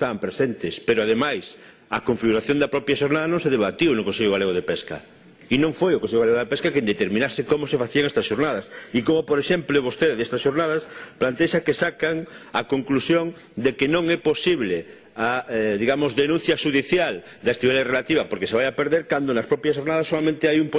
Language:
Galician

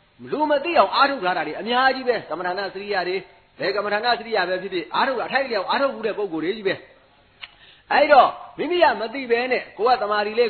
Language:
Burmese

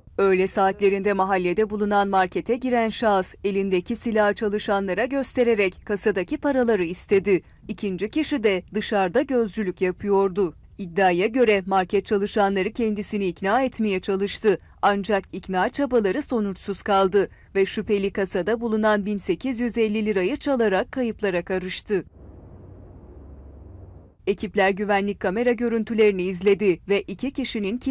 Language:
Turkish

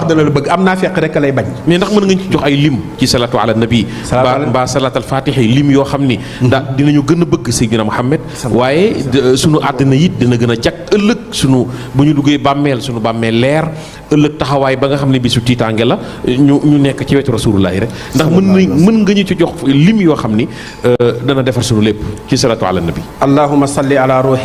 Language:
Wolof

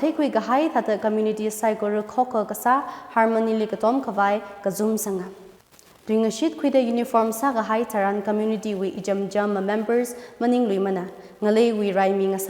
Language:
Tangkhul Naga (India)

